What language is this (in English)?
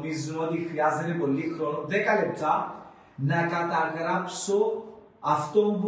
Greek